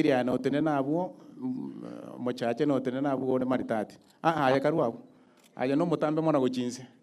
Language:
Gusii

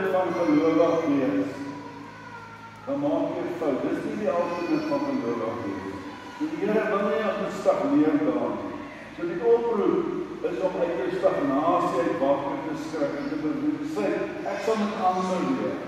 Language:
Afrikaans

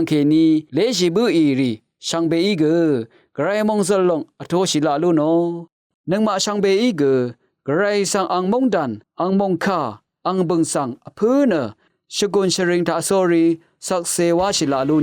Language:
Rawang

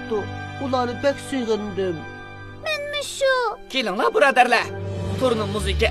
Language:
Uyghur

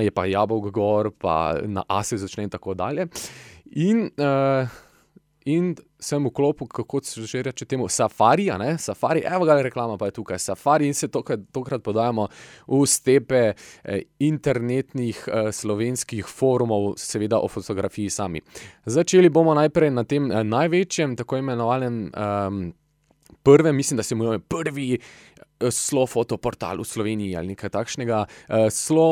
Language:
Slovenian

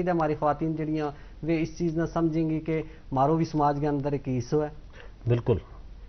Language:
Gujari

